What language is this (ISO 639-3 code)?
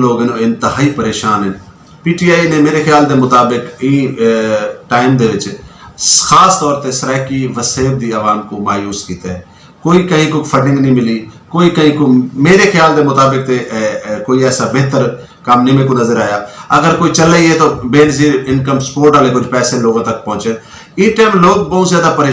skr